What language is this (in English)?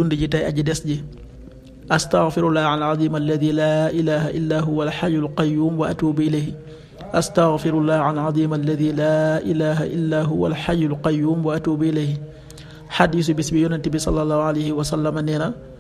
Wolof